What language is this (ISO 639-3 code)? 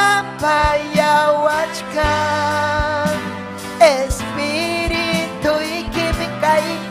quy